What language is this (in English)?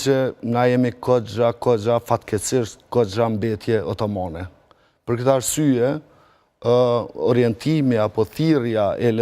Albanian